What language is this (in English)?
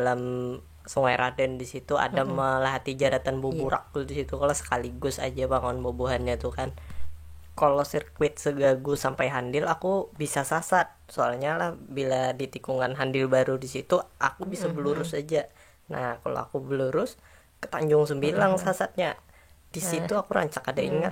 Banjar